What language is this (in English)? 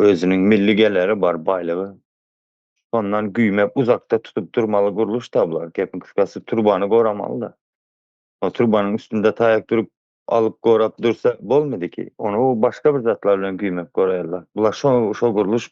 Turkmen